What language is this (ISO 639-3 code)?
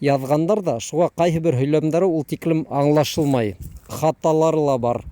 bak